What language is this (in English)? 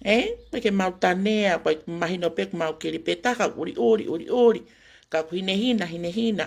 Tongan